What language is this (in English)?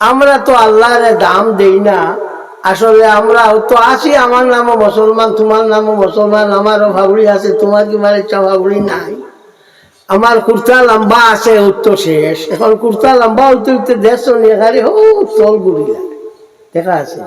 Sylheti